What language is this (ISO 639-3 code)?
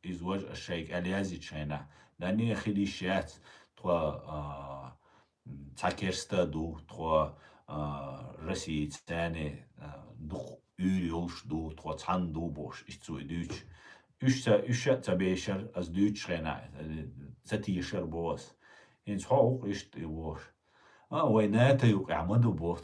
che